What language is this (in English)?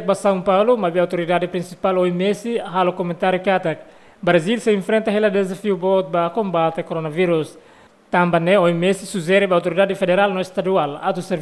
Tetum